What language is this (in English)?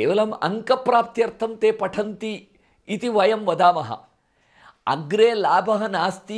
Sanskrit